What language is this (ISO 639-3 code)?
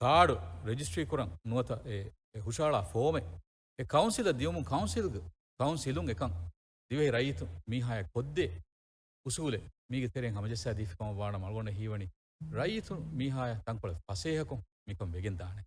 div